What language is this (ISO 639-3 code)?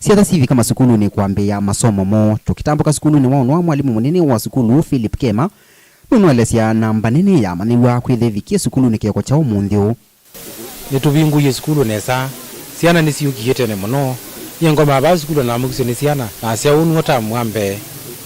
kam